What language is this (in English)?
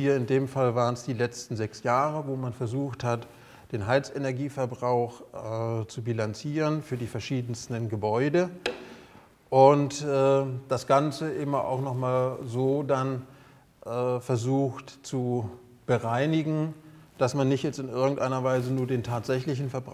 German